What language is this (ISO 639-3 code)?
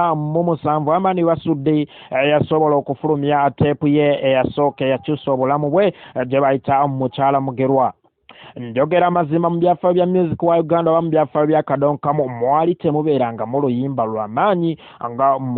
lug